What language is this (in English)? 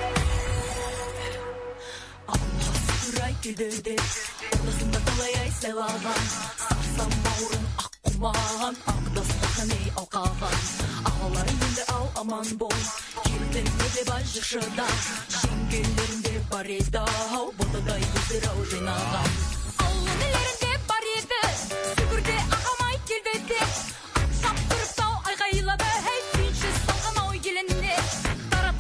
Kazakh